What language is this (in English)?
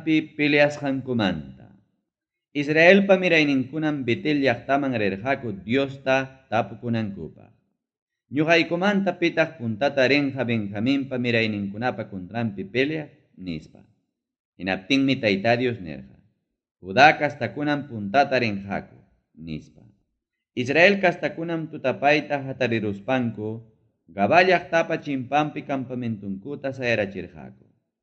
Ayacucho Quechua